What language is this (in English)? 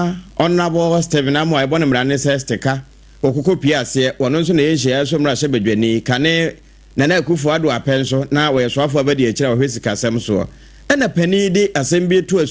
Akan